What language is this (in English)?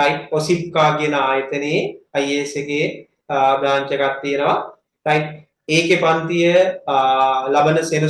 Sinhala